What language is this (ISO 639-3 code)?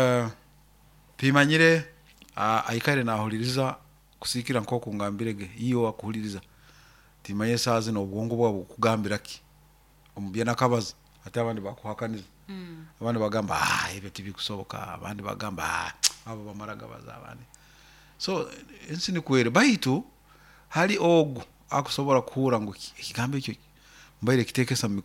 nyo